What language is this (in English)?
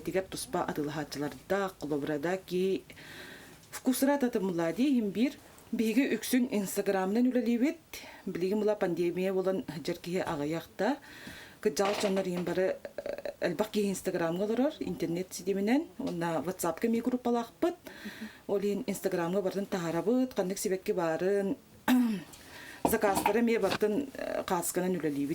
Yakut